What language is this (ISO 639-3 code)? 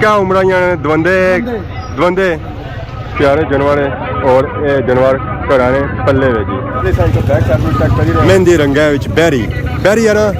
phr